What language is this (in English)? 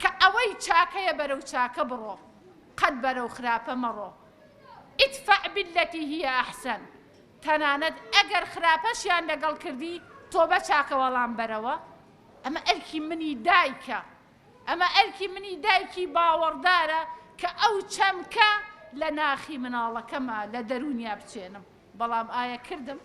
Central Kurdish